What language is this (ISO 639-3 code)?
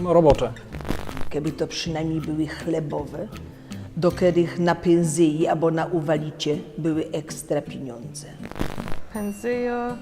szl